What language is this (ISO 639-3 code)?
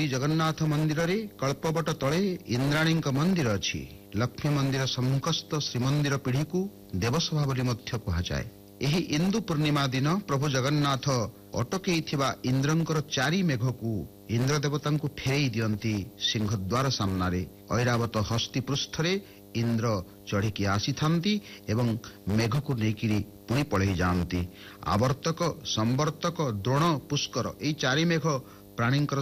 ori